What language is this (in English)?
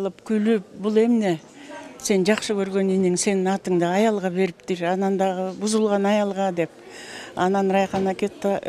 Kyrgyz